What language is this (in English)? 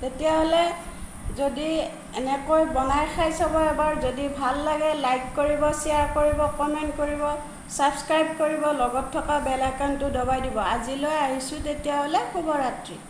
Assamese